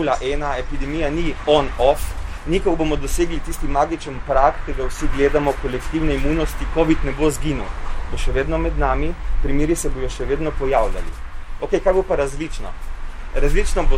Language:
Slovenian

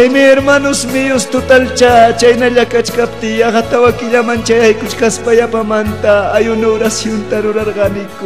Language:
Ayacucho Quechua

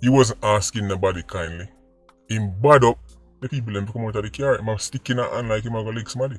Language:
Jamaican Creole English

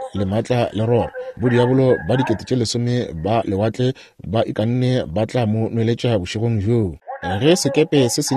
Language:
Northern Sotho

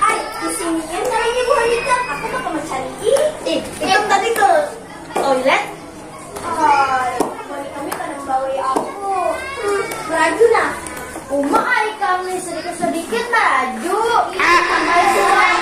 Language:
Banjar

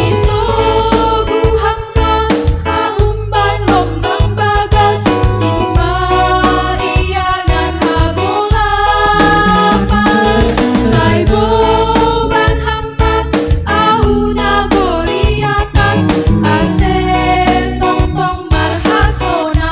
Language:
Batak Simalungun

